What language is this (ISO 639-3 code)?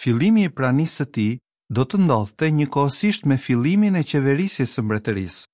sqi